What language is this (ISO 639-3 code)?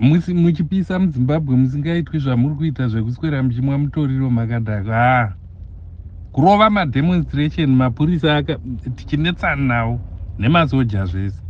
sna